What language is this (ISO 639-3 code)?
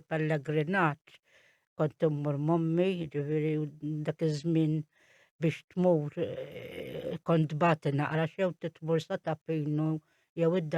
mlt